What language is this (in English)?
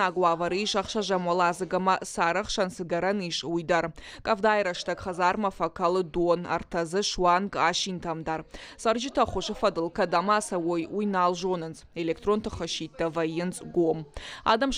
Ossetic